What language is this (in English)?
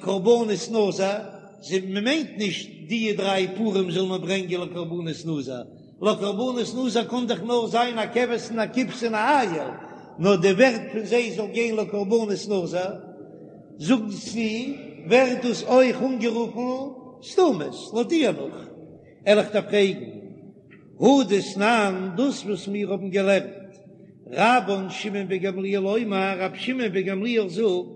Yiddish